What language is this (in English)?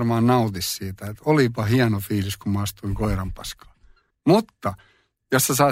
Finnish